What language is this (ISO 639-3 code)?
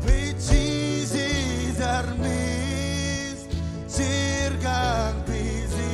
mah